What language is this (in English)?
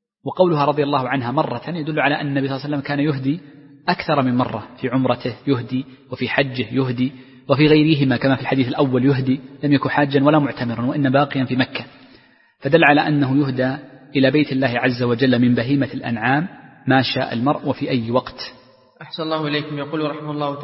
Arabic